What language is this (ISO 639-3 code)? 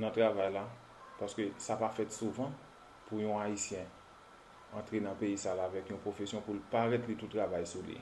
hat